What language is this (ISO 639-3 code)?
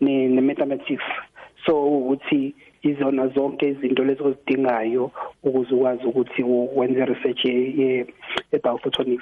nbl